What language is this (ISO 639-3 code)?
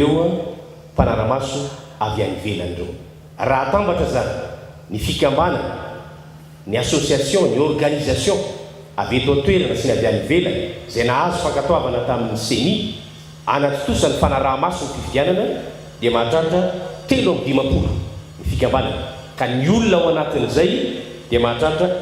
mlg